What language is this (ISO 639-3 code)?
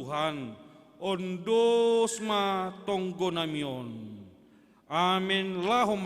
bts